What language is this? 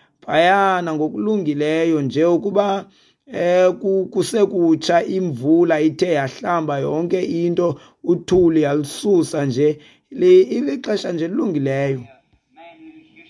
Xhosa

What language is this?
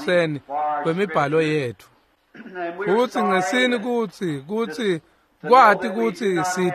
Swati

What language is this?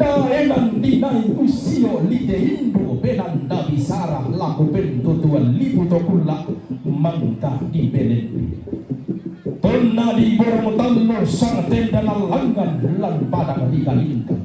Toraja-Sa'dan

